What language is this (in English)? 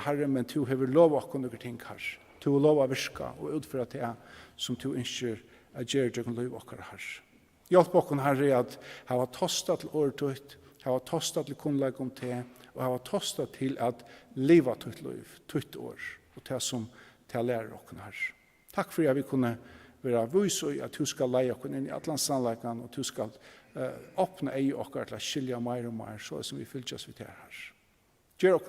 Faroese